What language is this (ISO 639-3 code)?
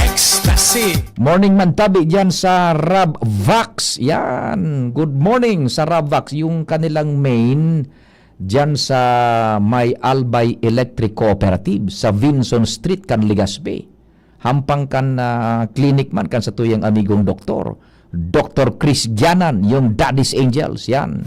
bik